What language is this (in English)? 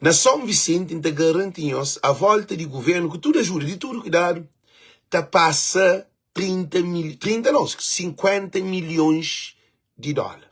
Kabuverdianu